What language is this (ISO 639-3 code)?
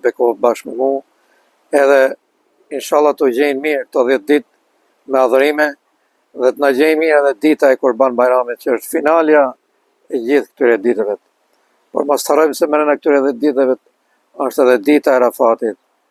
sqi